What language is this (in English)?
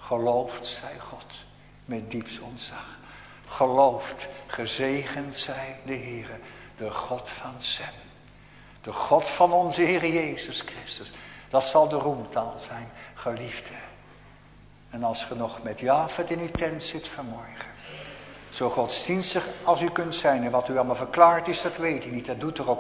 Dutch